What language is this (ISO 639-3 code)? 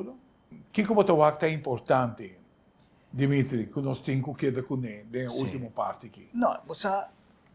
pap